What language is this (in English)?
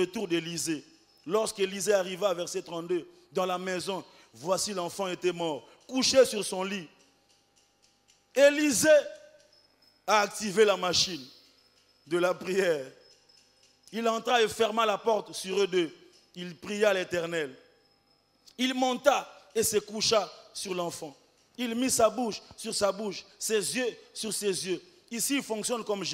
French